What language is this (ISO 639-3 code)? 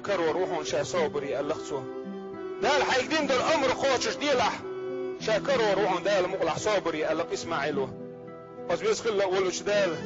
che